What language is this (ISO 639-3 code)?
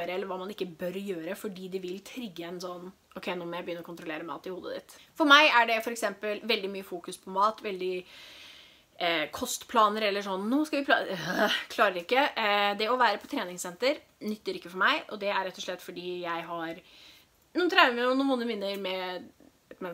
nor